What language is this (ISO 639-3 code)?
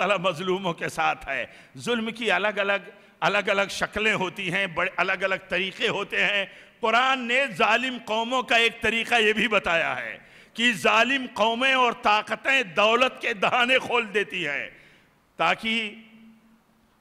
urd